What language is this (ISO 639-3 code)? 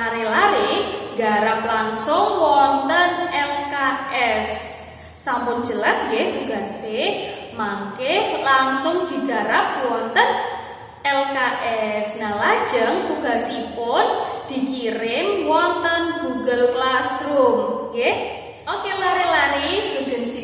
jav